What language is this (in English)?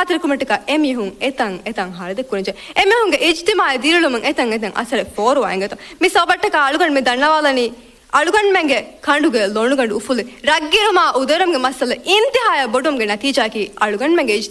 Divehi